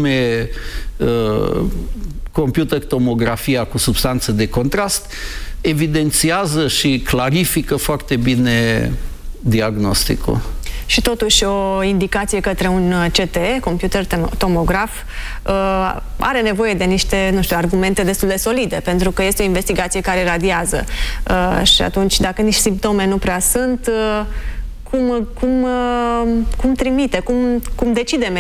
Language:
Romanian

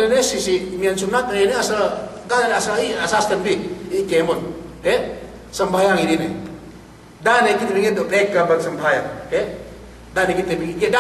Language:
Yakan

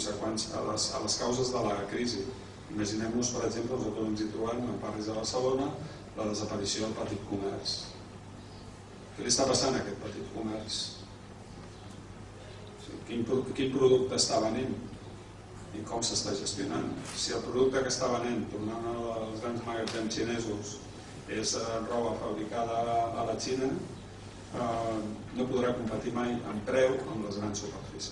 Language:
Catalan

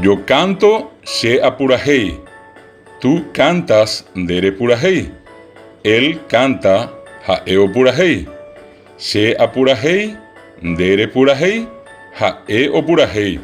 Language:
Guarani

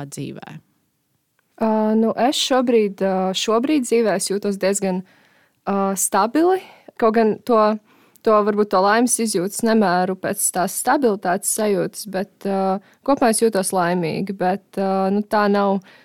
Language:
Latvian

